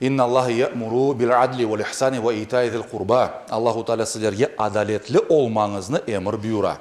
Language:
Crimean Tatar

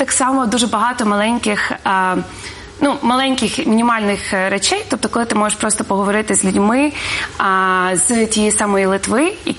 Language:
Ukrainian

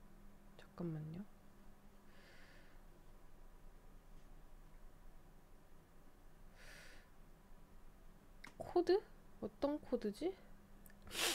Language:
Korean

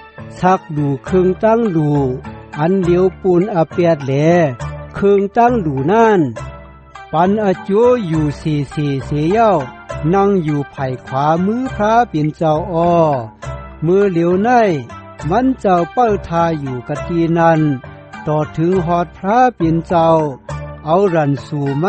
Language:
Shan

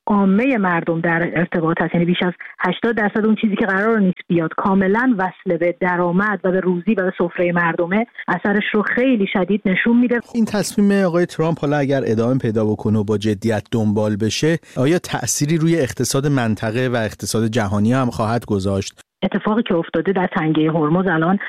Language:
Persian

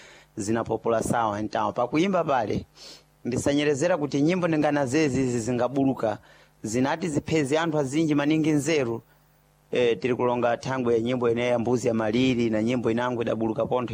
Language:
Sena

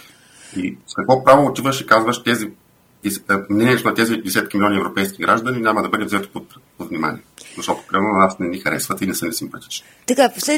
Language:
Bulgarian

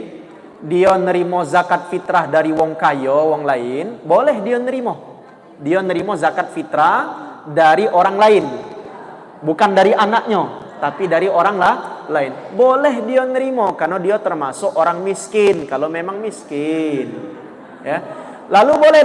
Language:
Musi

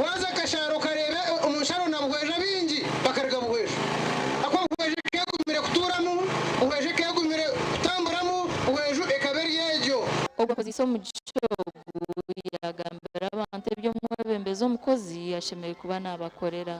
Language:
Nyankole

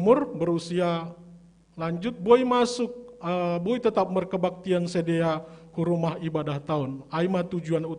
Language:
Batak Simalungun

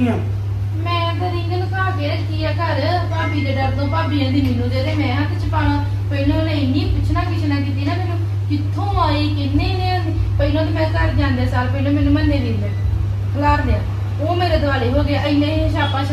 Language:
Punjabi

